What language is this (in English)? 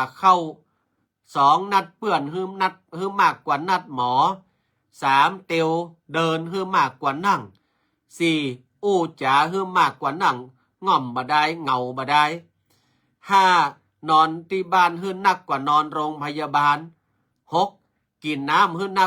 Northern Thai